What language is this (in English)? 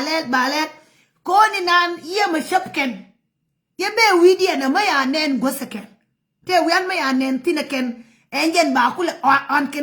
Nuer